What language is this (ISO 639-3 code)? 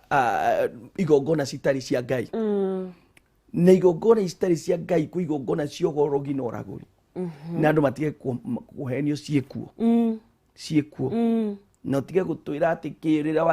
kik